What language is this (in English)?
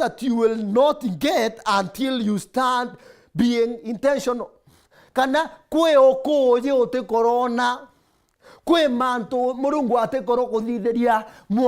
Meru